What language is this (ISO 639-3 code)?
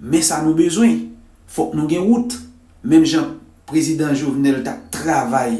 hat